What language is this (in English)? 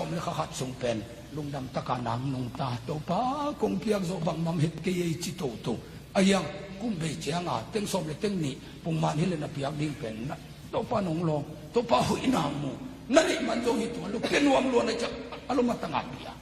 Tedim Chin